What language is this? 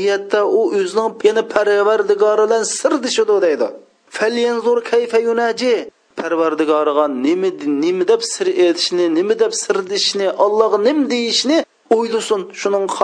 Uyghur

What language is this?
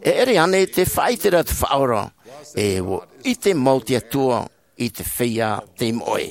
Tahitian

